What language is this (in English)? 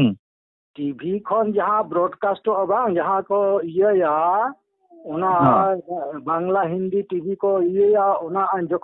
Santali